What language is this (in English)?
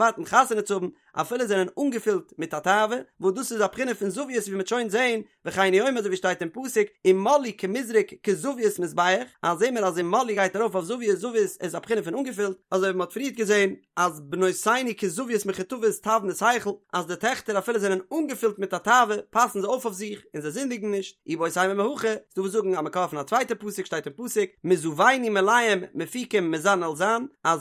Yiddish